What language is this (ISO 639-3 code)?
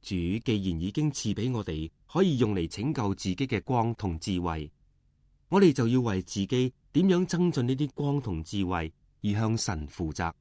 yue